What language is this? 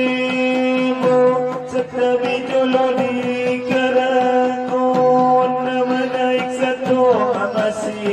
Batak Angkola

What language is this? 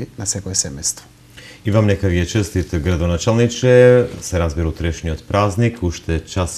Macedonian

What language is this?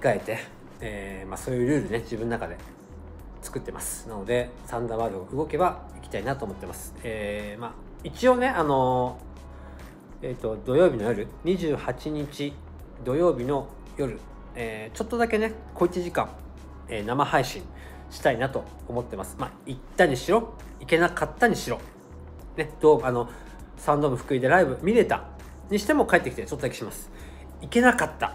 Japanese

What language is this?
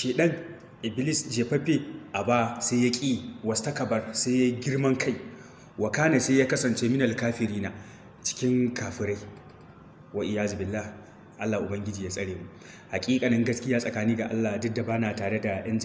Hausa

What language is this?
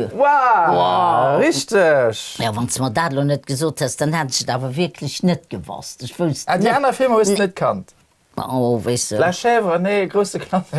Luxembourgish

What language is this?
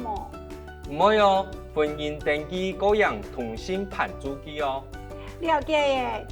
Hakka Chinese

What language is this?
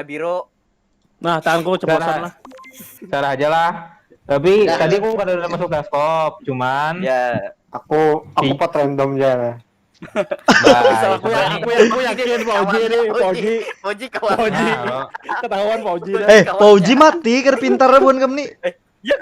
Banjar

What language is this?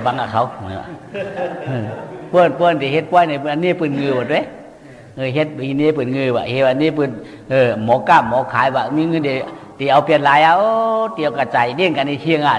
Shan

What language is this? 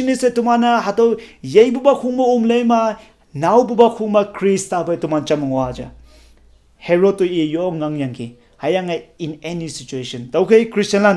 Konyak Naga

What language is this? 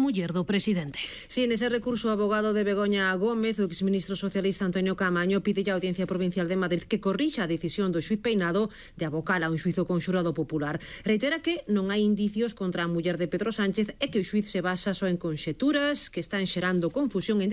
Galician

